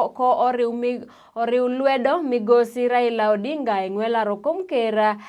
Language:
Luo (Kenya and Tanzania)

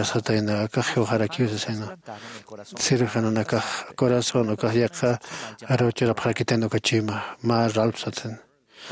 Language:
Aymara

